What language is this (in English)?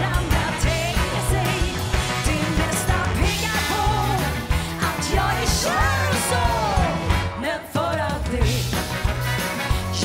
Swedish